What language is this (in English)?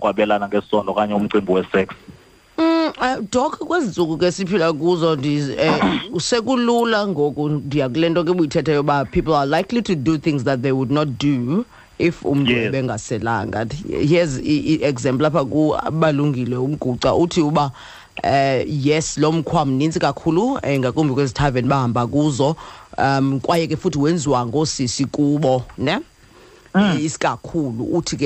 Xhosa